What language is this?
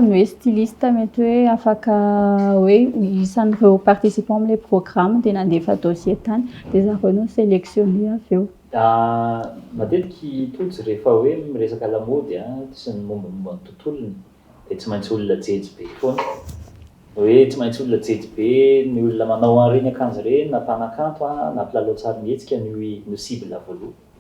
Malagasy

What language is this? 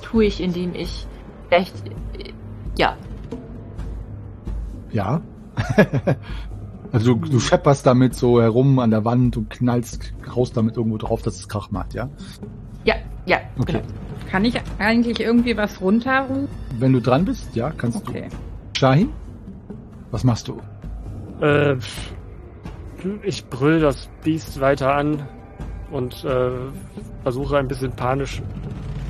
German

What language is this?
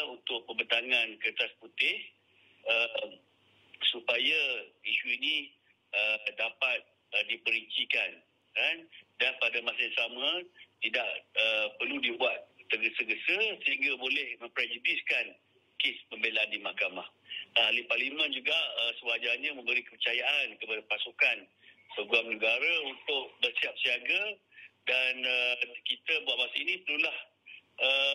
Malay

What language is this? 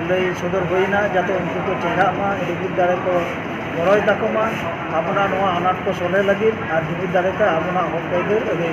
Santali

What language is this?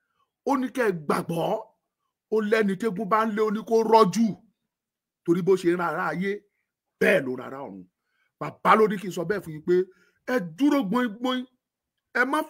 Yoruba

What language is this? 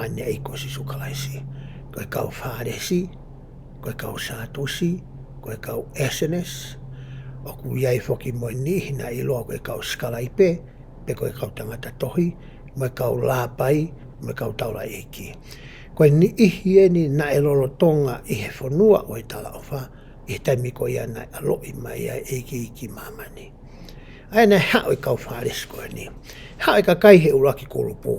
Tongan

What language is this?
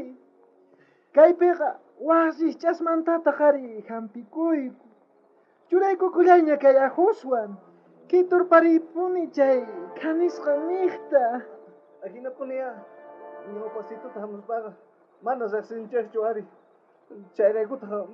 South Bolivian Quechua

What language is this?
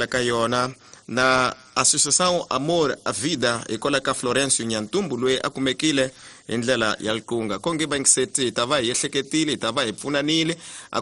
Tsonga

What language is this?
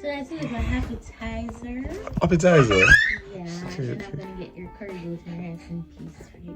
Jamaican Creole English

